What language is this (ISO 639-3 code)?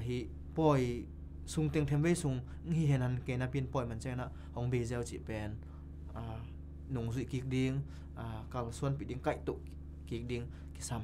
ctd